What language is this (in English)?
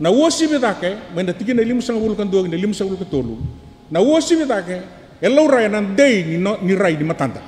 Fijian